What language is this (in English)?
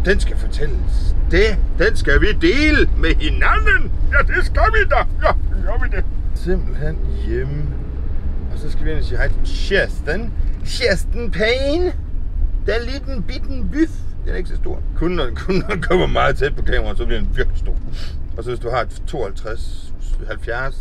Danish